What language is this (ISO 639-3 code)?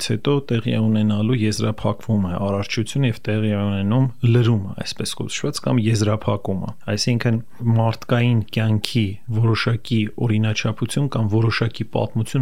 hye